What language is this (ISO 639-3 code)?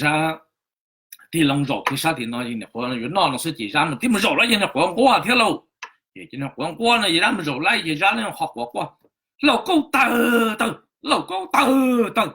hmn